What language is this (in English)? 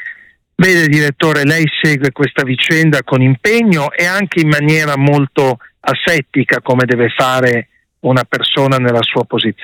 Italian